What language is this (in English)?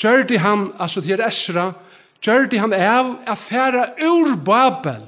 Faroese